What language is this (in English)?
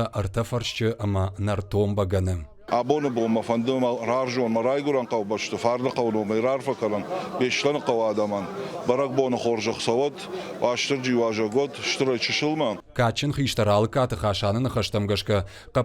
Ossetic